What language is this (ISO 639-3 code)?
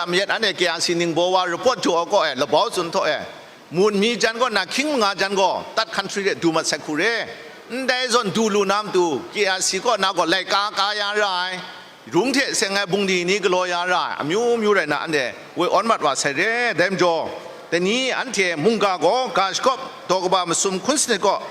kac